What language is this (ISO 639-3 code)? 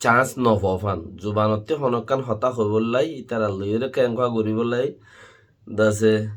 rhg